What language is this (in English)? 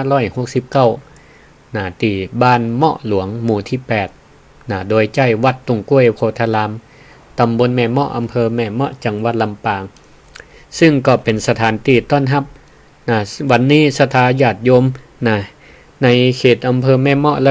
Northern Thai